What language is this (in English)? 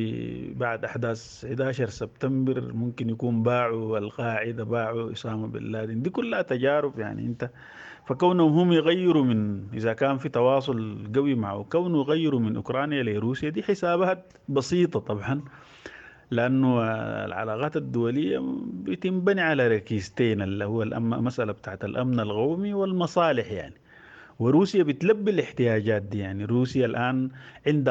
Sudanese Arabic